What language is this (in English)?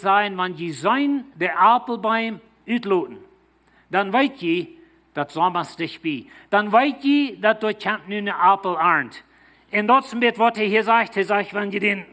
Plautdietsch